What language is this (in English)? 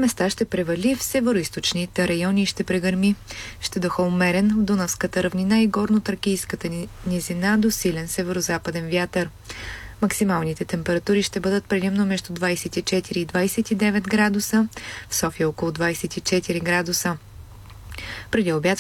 Bulgarian